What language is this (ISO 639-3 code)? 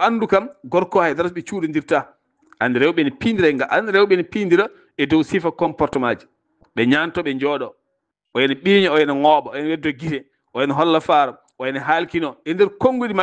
ful